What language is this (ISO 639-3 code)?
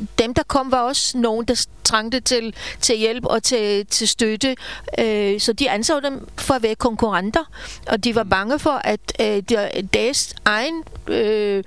dan